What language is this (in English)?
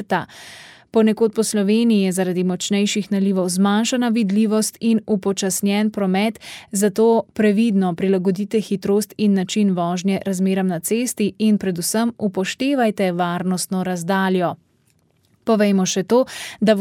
Slovenian